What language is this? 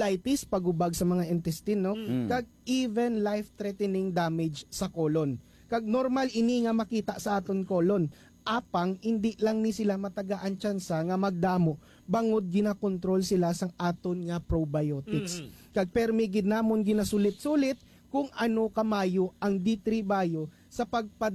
Hiligaynon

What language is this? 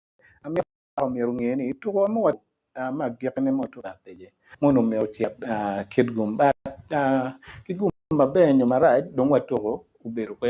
Acoli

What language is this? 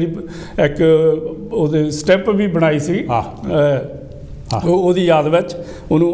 Punjabi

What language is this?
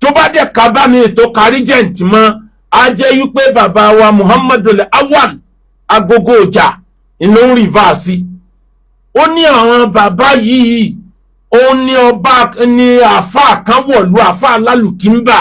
Yoruba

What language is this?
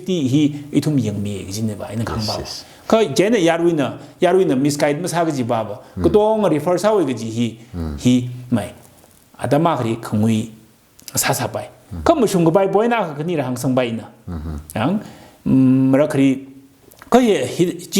Tangkhul Naga (India)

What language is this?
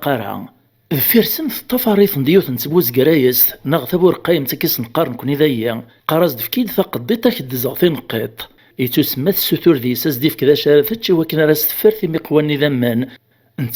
Kabyle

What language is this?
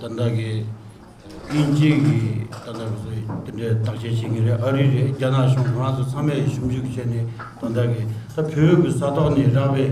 Tibetan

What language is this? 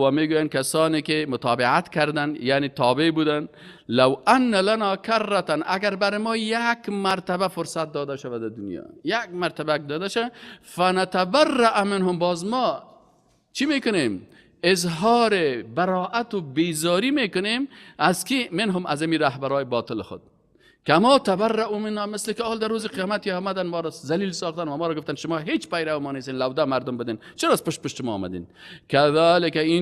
Persian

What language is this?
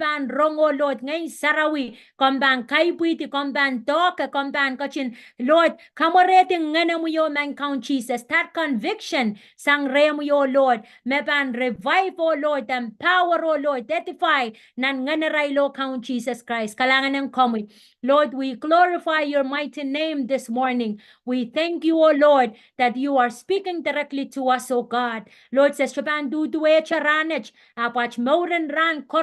Pohnpeian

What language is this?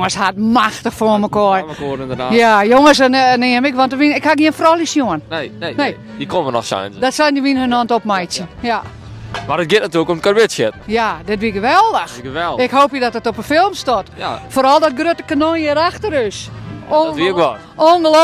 Western Frisian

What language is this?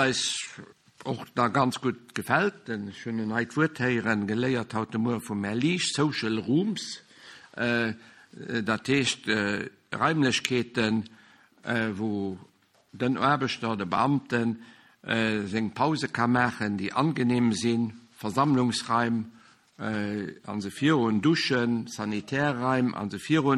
Luxembourgish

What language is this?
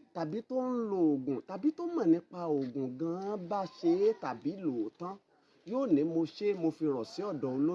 Yoruba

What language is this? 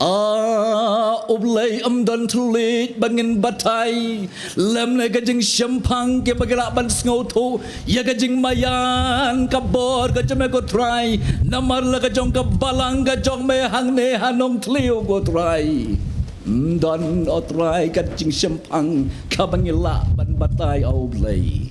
Khasi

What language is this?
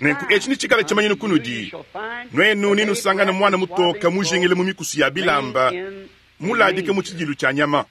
Luba-Lulua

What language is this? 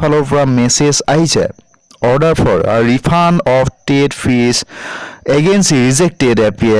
Assamese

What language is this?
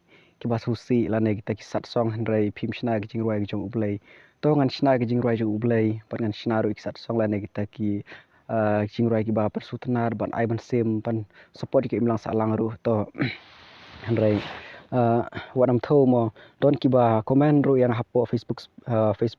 Khasi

